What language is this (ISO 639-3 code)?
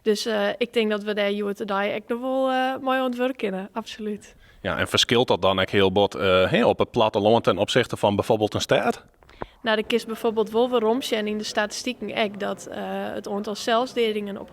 fry